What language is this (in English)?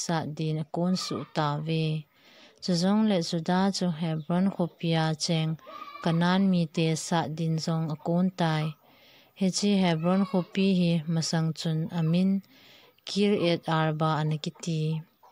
Thado Chin